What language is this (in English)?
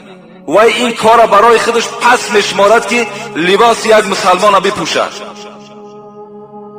Tajik